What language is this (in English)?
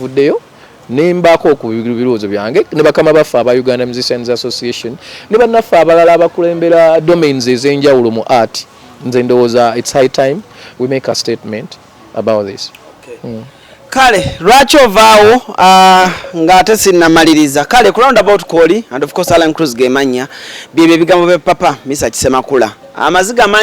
Ganda